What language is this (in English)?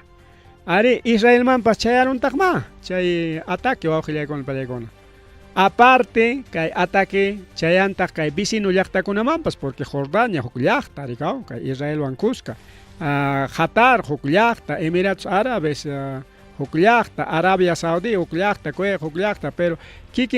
Ayacucho Quechua